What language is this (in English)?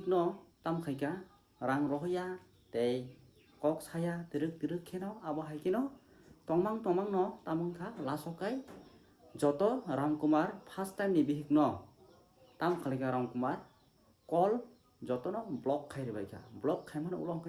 Kok Borok